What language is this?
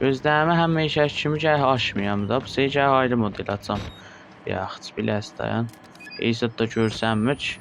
South Azerbaijani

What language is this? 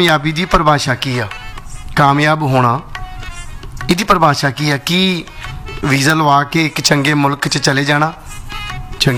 Punjabi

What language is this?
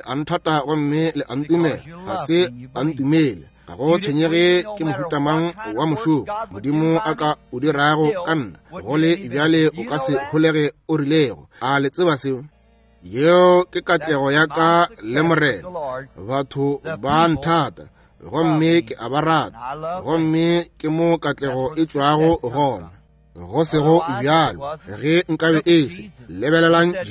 Northern Sotho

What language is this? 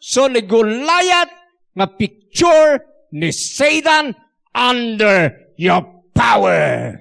Iloko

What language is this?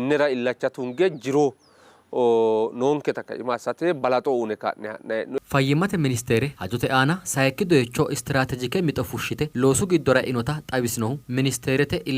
Sidamo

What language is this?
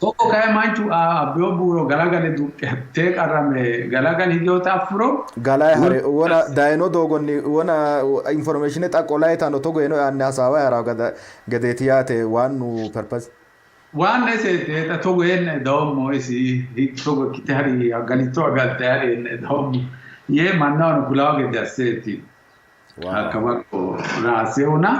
Sidamo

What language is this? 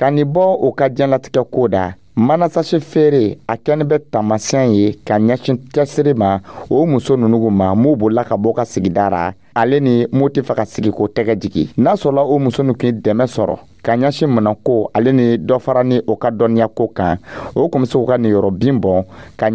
Dyula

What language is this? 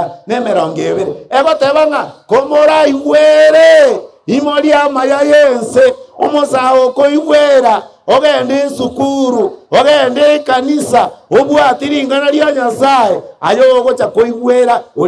Gusii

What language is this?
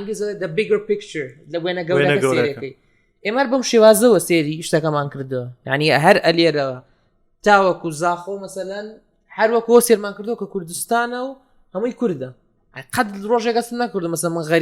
Central Kurdish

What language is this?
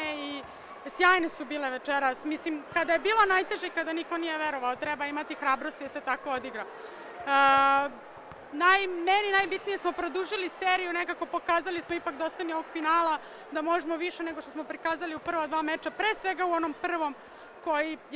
Serbian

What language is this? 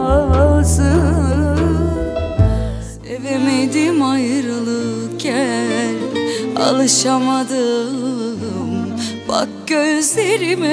Turkish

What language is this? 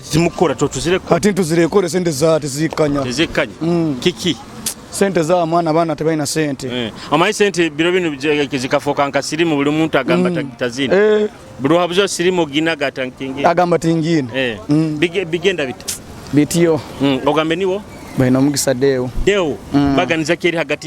Nyoro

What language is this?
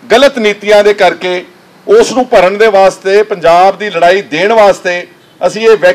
Punjabi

